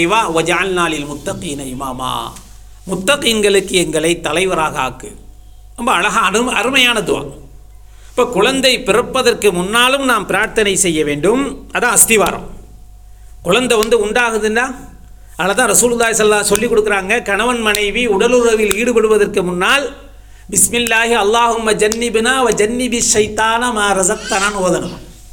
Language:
Tamil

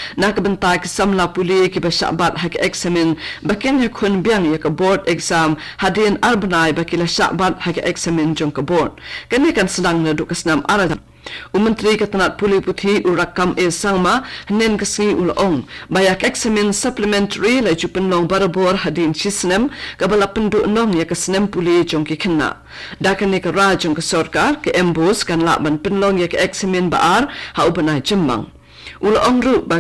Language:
Khasi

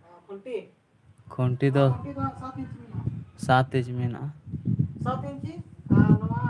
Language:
Santali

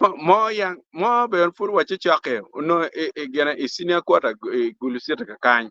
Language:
Acoli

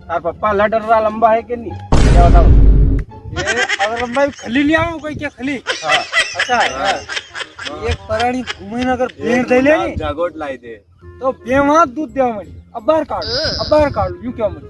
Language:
Rajasthani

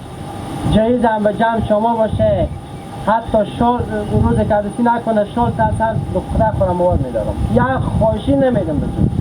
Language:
Hazaragi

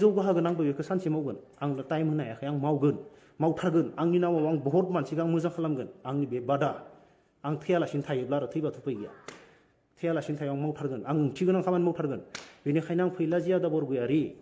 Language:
Bodo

